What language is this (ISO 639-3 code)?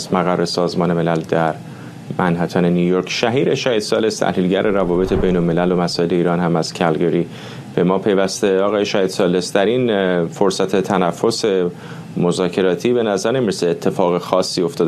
fas